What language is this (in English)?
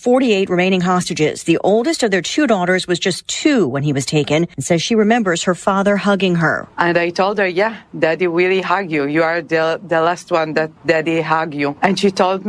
Palauan